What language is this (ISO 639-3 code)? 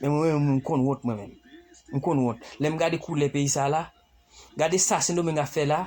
hat